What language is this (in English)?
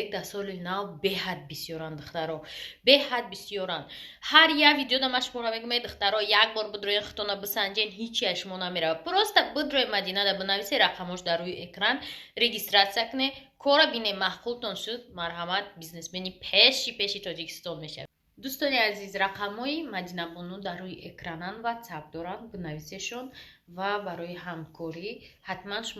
Tajik